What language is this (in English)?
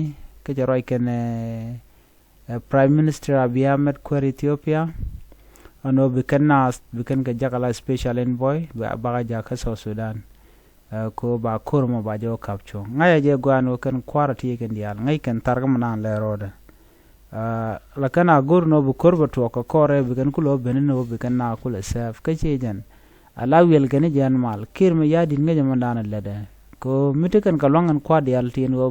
Nuer